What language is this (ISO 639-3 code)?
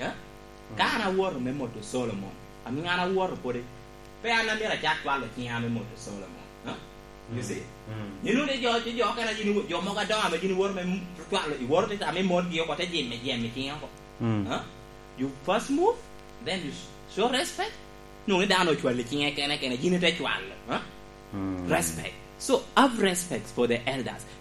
laj